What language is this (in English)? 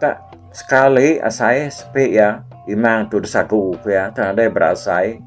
Iban